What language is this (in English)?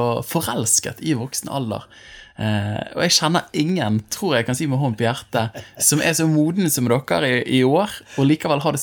Norwegian